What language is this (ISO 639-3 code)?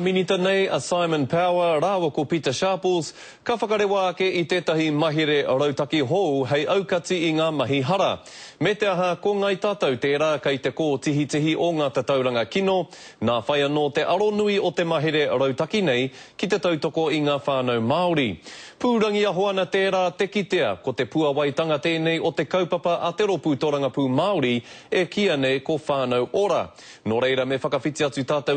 mri